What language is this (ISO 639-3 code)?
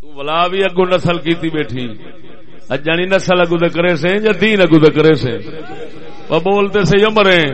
skr